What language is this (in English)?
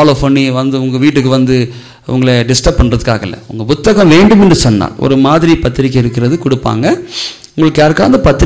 Tamil